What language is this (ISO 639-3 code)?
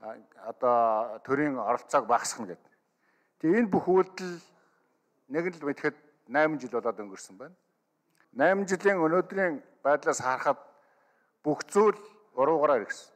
mon